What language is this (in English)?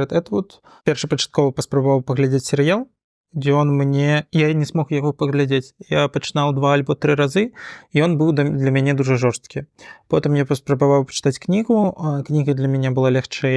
Belarusian